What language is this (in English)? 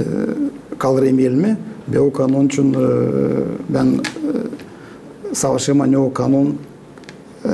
Gagauz